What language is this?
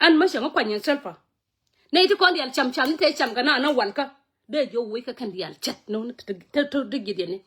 Nuer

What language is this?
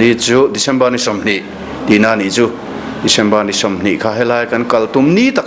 Mizo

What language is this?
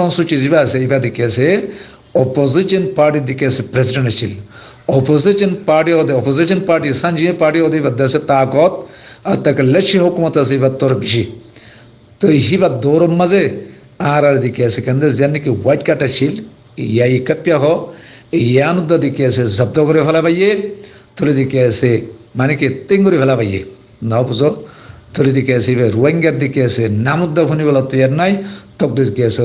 Rohingya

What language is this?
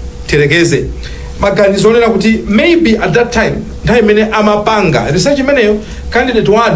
Nyanja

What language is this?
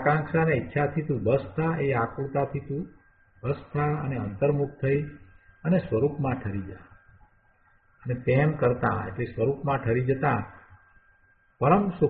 Gujarati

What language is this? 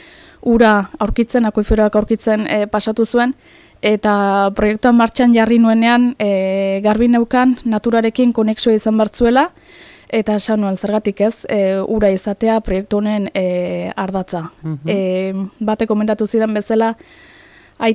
Basque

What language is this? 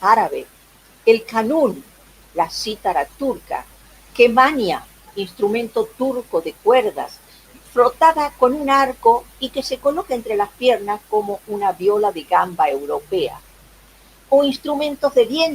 Ladino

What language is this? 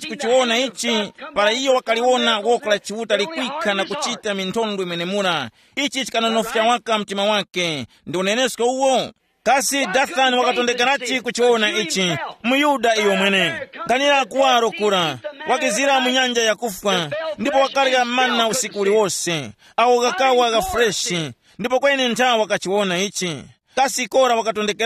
Tumbuka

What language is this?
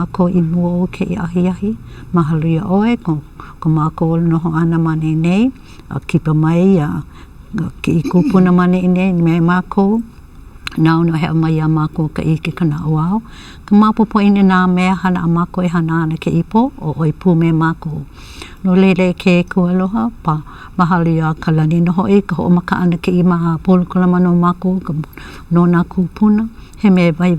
Hawaiian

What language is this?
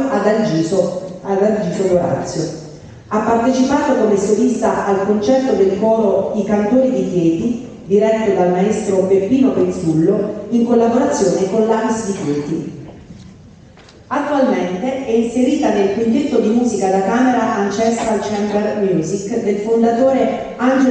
Italian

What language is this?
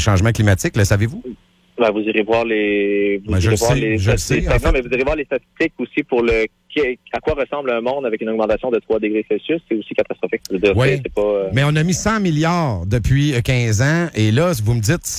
French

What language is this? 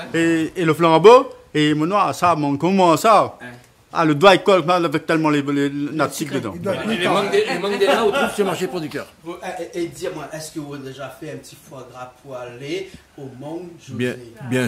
Réunion Creole French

